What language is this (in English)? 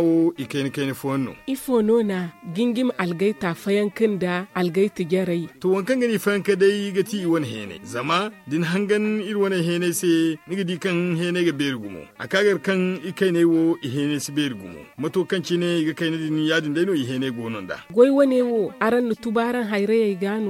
Zarma